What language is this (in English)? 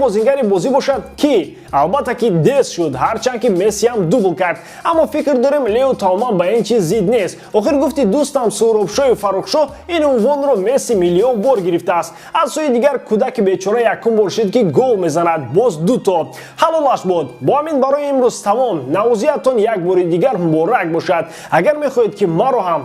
Tajik